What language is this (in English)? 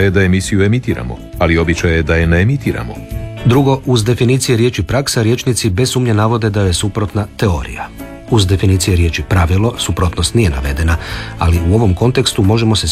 Croatian